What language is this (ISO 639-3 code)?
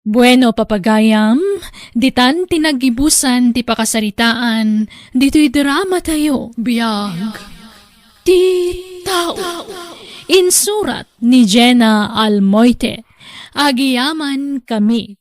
ilo